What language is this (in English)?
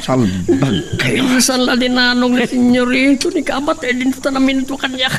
Iloko